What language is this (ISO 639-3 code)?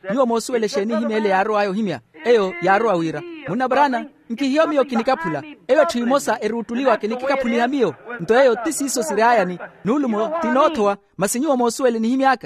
vmw